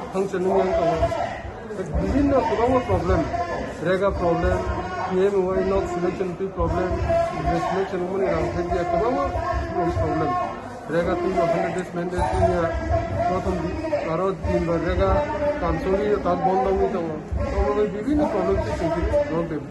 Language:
Kok Borok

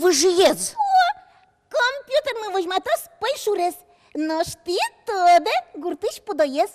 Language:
Udmurt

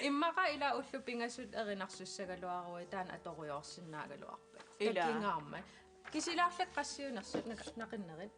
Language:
Kalaallisut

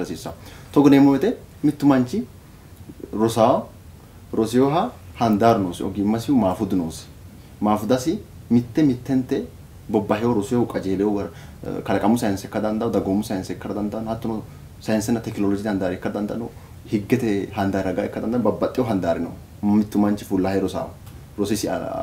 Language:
Sidamo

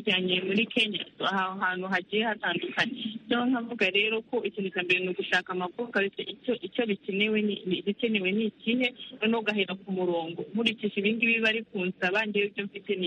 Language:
Kinyarwanda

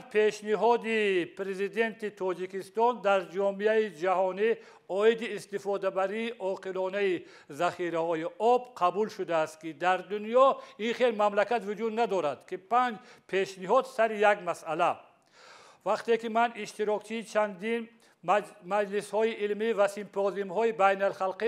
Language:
Tajik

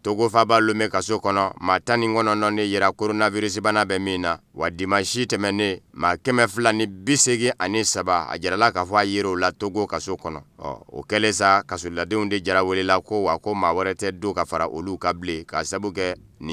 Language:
Bambara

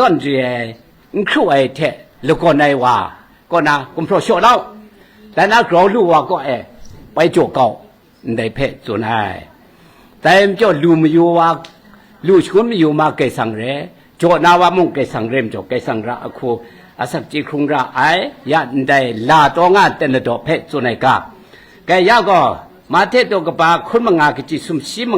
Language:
Kachin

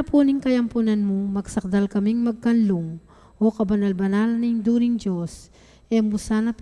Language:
Pampanga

